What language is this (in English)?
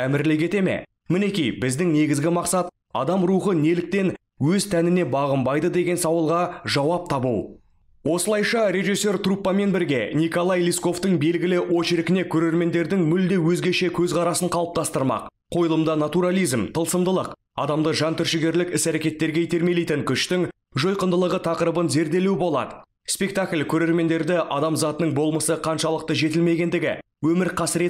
Kazakh